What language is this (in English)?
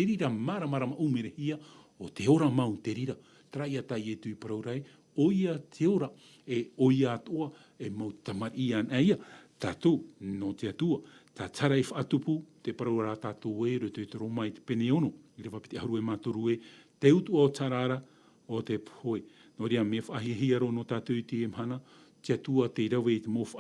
Tahitian